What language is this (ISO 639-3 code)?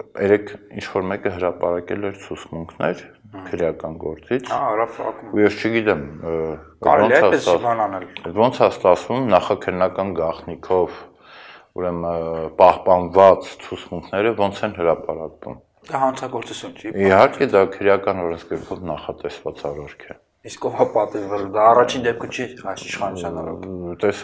hye